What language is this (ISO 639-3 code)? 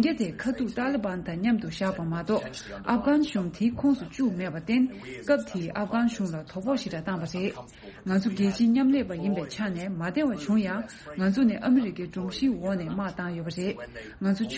bod